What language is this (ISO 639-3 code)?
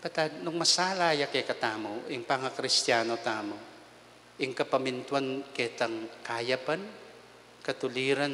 pam